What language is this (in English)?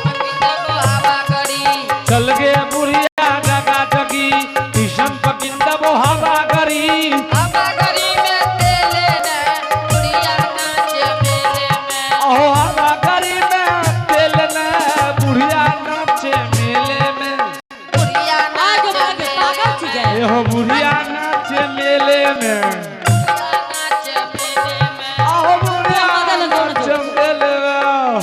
Angika